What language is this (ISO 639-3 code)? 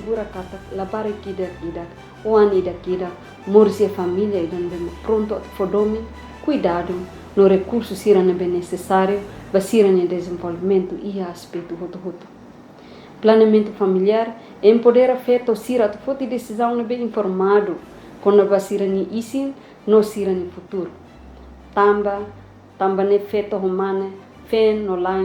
tet